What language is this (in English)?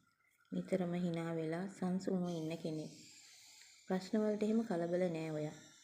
Sinhala